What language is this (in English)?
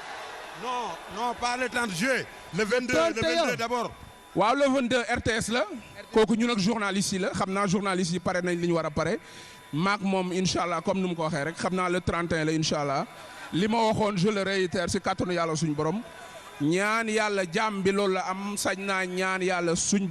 Wolof